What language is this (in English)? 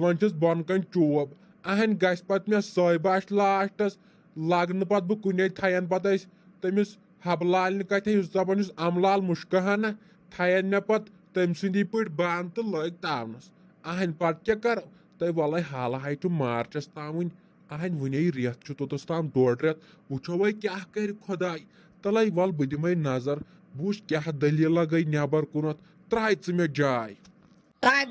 Kashmiri